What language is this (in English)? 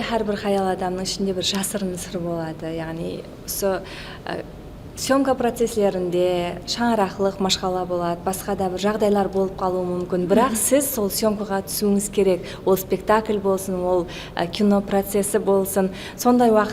Kara-Kalpak